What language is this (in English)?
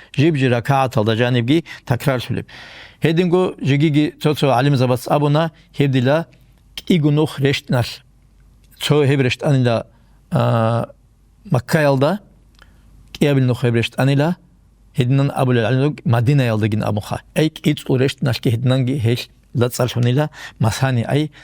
Avaric